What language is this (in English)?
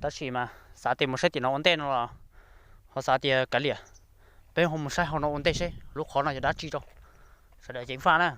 Hmong